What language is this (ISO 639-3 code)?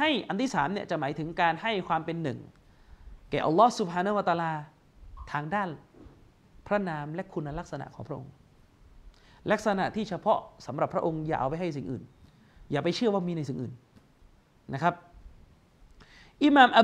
tha